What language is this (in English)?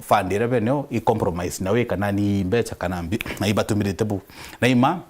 Meru